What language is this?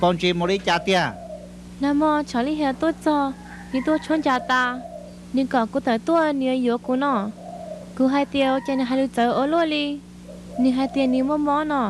Hmong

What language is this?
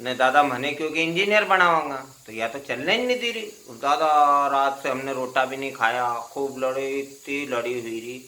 Rajasthani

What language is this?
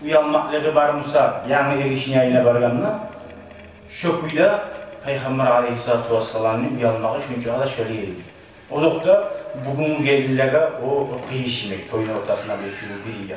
Kumyk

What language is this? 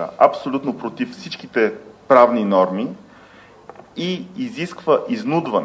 Bulgarian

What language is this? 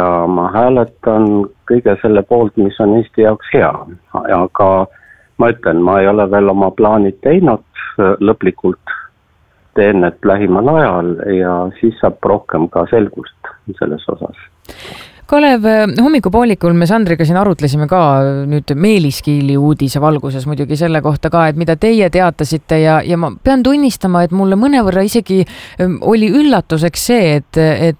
Estonian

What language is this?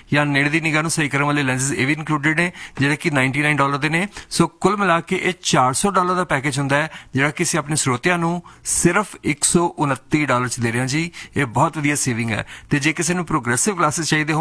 Punjabi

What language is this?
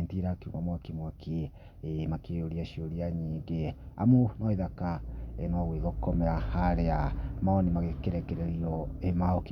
Kikuyu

